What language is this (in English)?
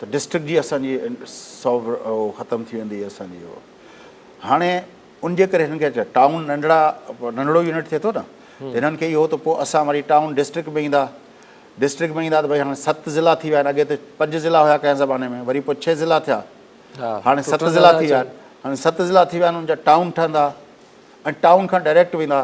Sindhi